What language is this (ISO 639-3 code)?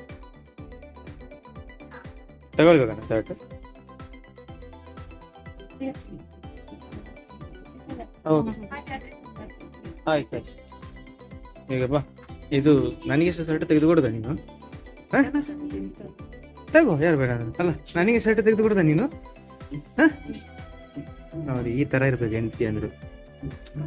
kan